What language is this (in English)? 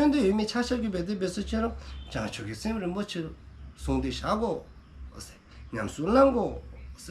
Dzongkha